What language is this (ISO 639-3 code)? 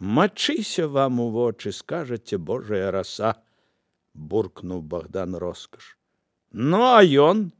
bel